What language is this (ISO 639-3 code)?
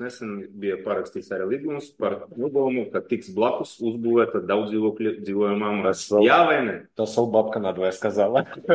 lav